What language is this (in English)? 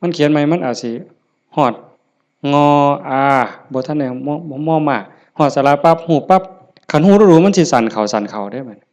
Lao